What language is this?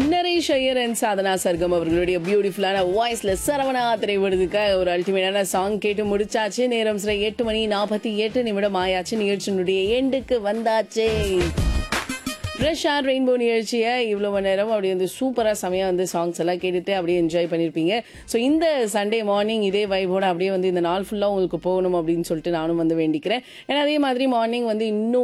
Tamil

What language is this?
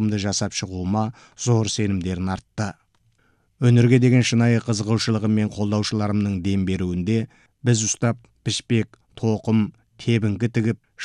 Kazakh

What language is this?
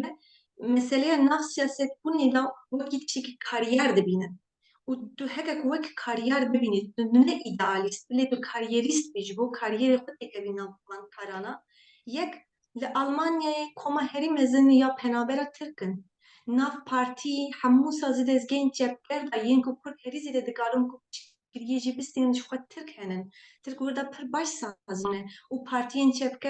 Kurdish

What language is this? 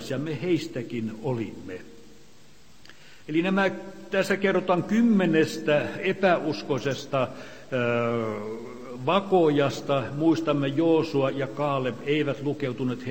Finnish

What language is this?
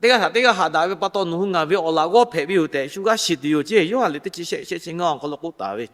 Lahu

